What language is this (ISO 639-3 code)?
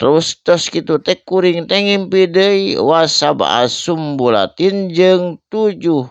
sun